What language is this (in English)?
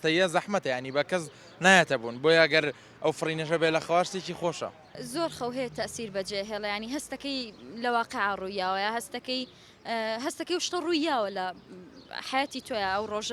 Central Kurdish